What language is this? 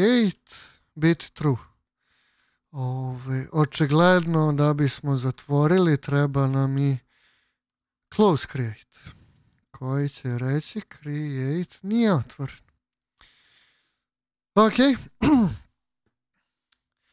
Serbian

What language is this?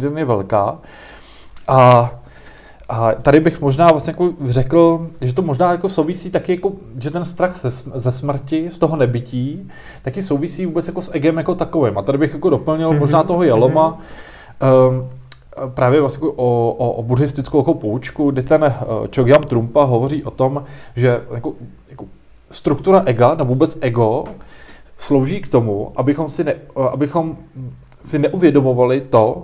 Czech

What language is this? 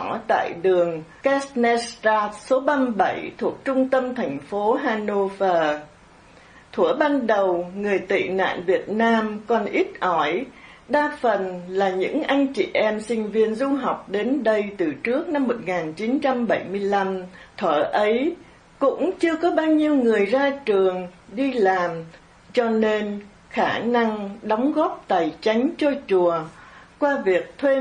Vietnamese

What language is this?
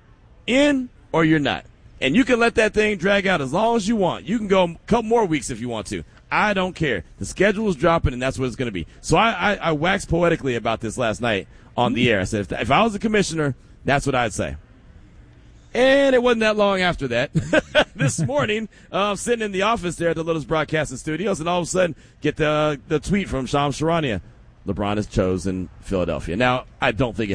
English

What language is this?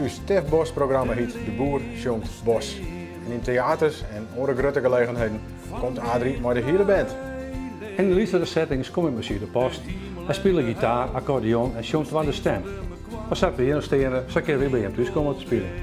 Western Frisian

